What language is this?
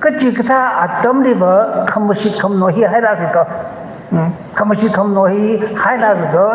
Tangkhul Naga (India)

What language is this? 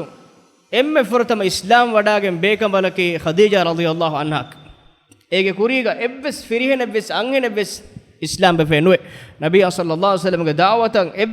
Divehi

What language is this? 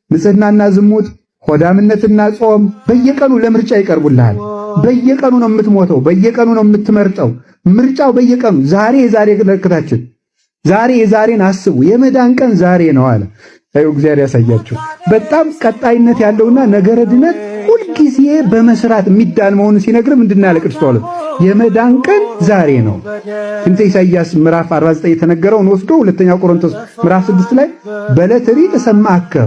Amharic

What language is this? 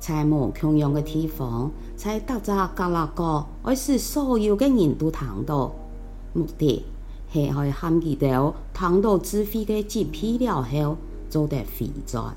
Hakka Chinese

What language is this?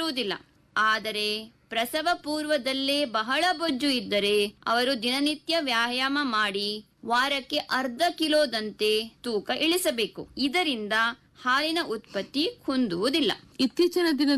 Kannada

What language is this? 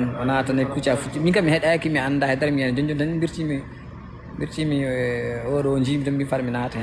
Fula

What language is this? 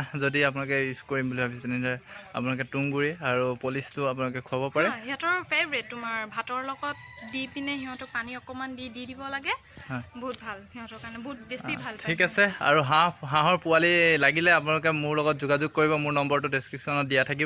Assamese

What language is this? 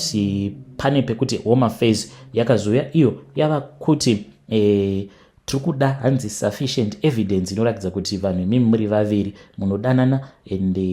Shona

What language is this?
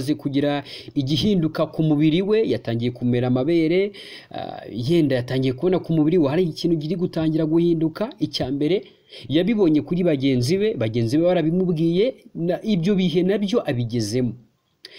Kinyarwanda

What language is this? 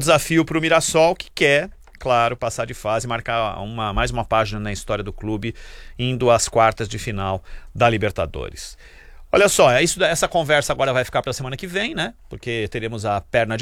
Portuguese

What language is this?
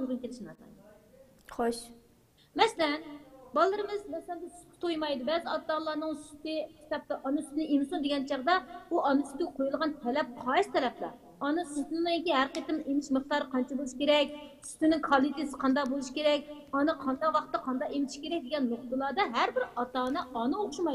Uyghur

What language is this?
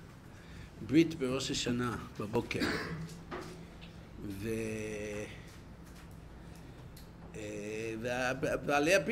Hebrew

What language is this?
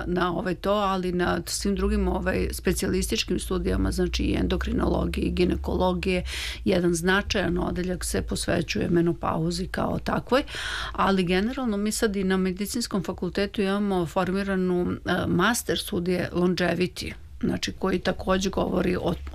Serbian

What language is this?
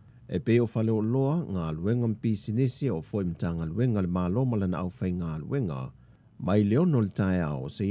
Samoan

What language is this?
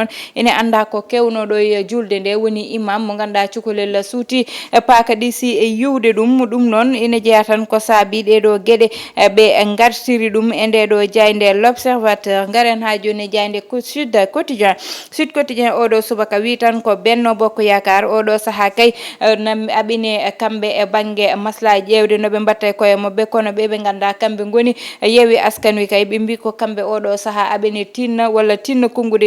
Fula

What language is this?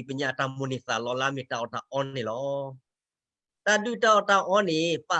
S'gaw Karen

